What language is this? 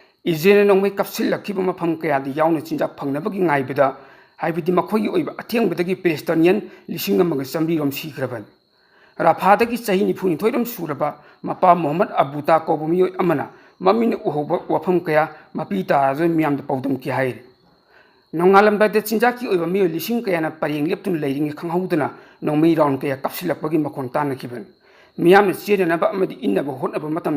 Manipuri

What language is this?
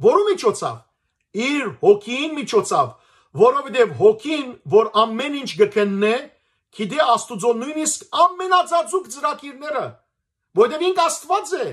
Western Armenian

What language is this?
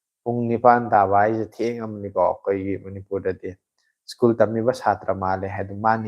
Manipuri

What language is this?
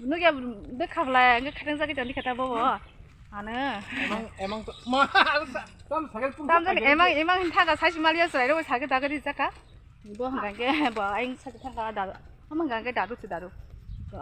Kok Borok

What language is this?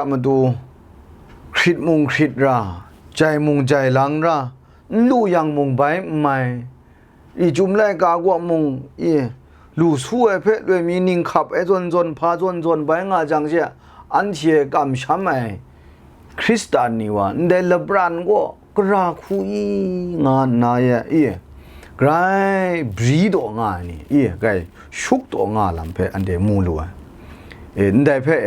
Kachin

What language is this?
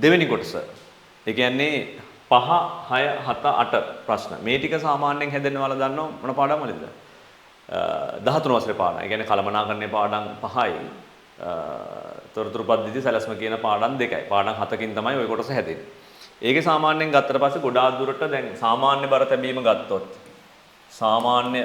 Sinhala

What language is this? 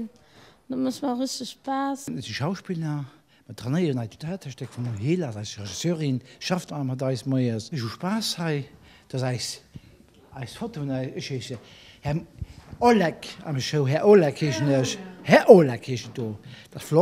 Luxembourgish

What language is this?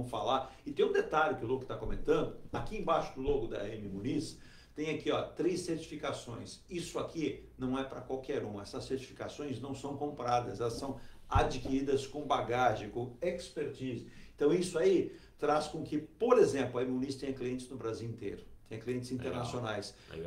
Portuguese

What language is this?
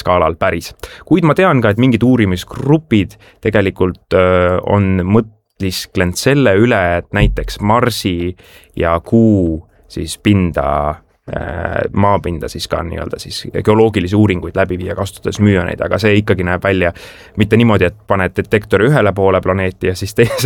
Estonian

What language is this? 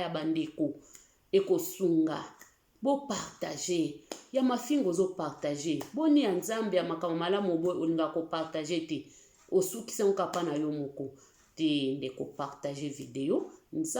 Lingala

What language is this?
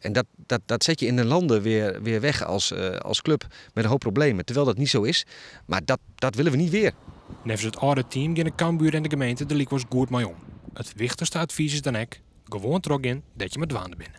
Western Frisian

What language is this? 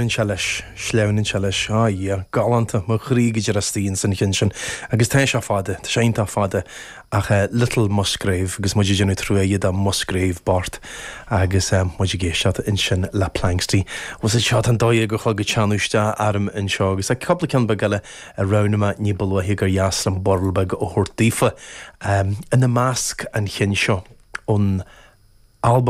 Irish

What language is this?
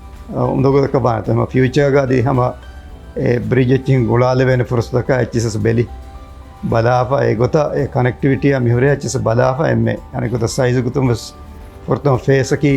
Divehi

